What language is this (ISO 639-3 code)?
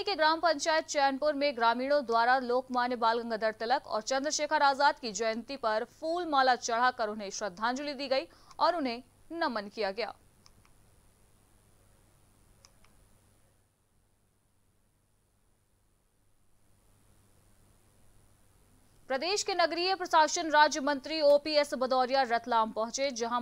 hin